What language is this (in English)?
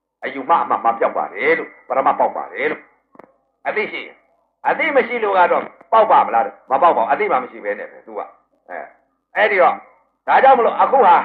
Burmese